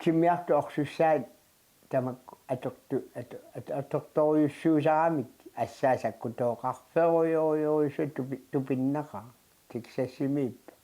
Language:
Kalaallisut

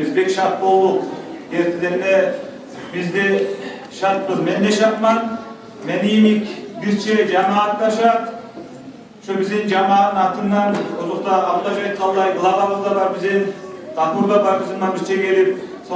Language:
Kumyk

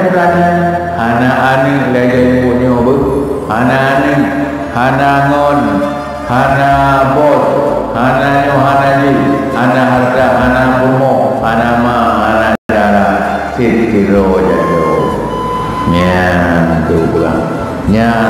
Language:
Achinese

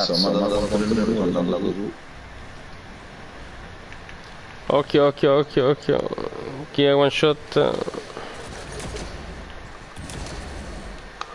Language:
Italian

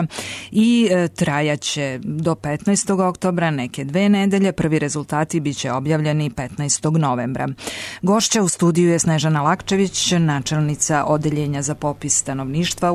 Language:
Serbian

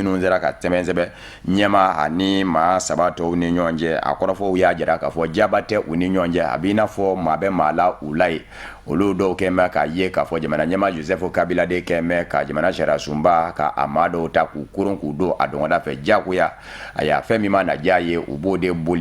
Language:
Bambara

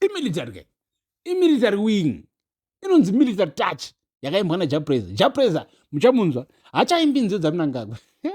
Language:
Shona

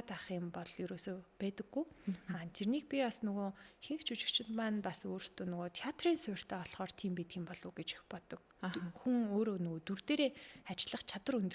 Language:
Mongolian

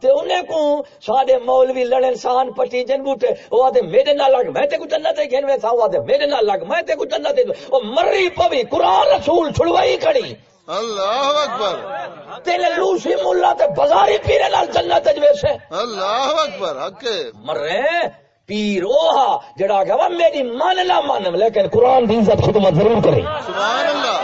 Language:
Saraiki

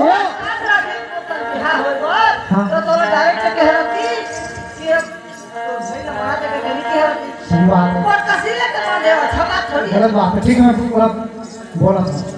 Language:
Chhattisgarhi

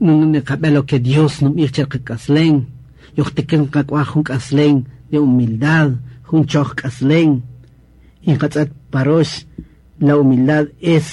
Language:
Kaqchikel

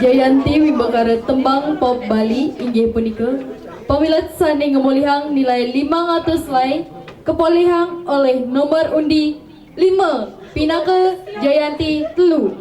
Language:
Balinese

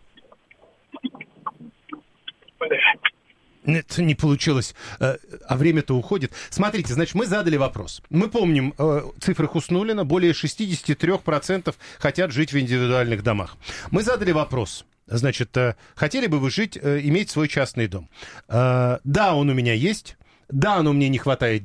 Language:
Russian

